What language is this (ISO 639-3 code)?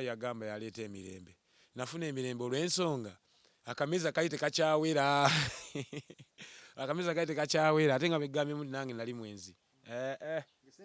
lug